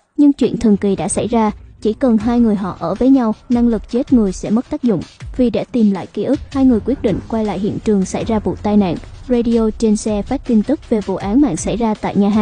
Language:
Vietnamese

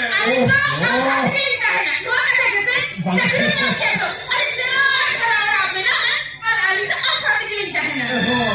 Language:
Santali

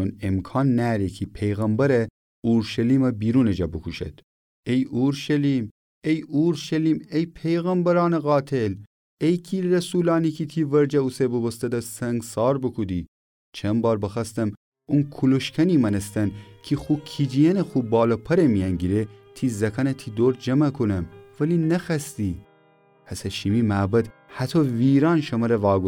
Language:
Gilaki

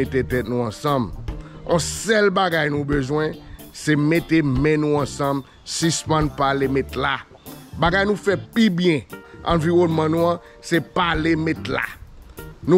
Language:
Haitian Creole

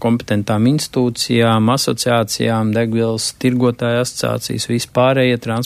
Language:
Latvian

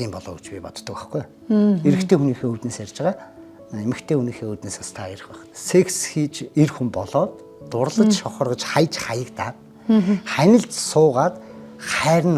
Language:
Mongolian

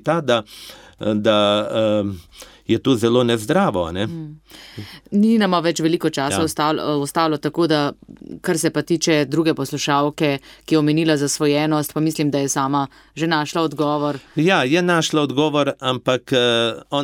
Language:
Slovenian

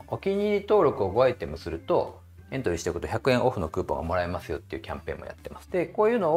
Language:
Japanese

